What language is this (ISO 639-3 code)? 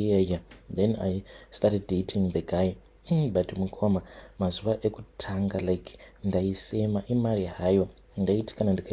sna